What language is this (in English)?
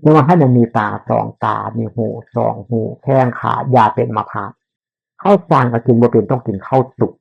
Northeastern Thai